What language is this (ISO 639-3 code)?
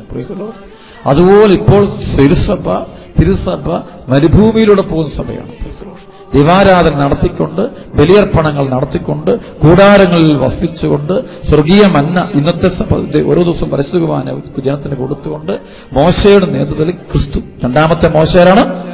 mal